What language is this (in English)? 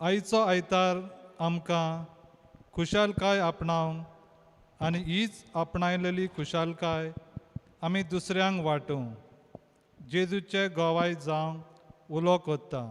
Konkani